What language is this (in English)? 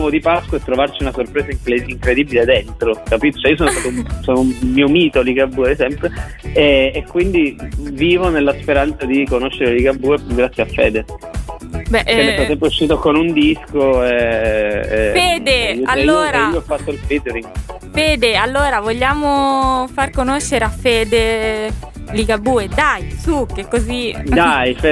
Italian